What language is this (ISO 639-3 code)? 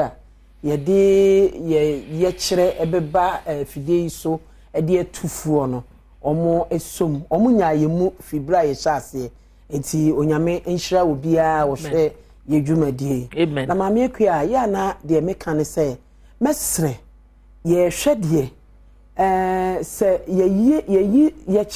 aka